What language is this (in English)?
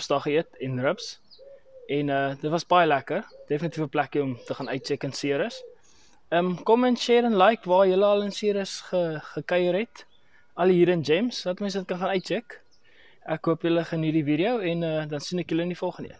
Afrikaans